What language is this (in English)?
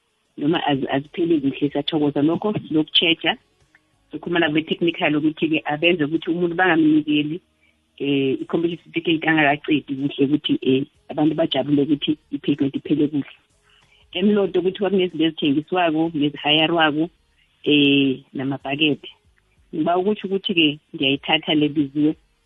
South Ndebele